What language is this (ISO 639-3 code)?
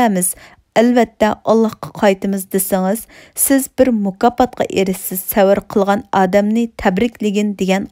uig